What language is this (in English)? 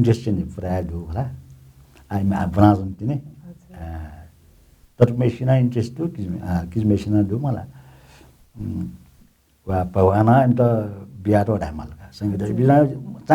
Newari